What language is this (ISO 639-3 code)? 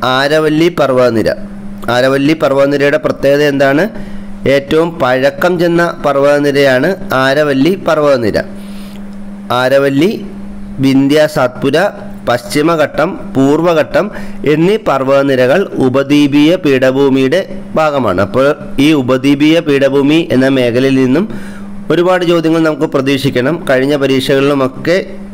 mal